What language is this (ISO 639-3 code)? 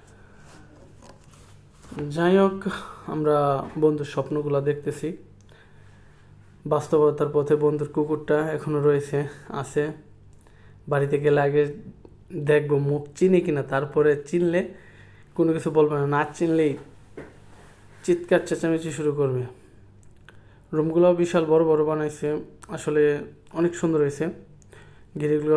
ben